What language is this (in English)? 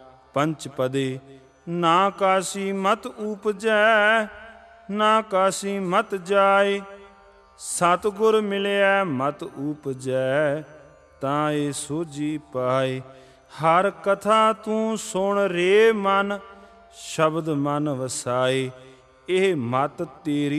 Punjabi